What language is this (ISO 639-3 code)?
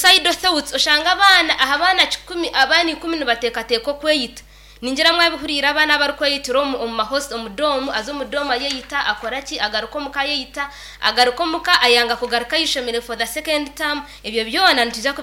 nyn